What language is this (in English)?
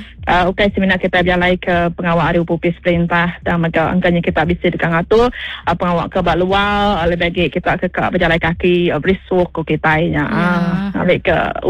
Iban